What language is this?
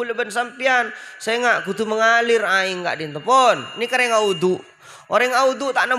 Madurese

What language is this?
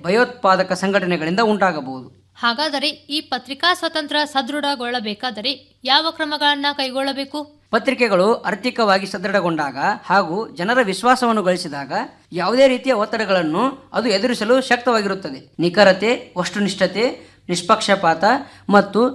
Kannada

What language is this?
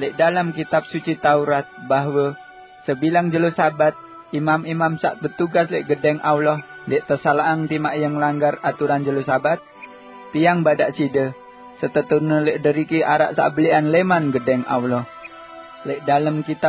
Sasak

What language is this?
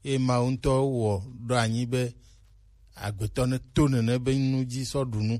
Gen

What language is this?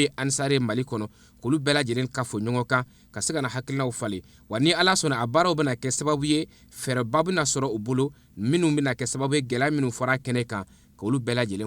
Bambara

